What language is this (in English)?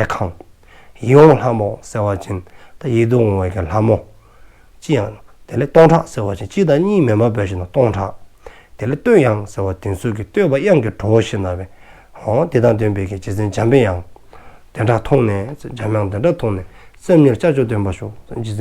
Dzongkha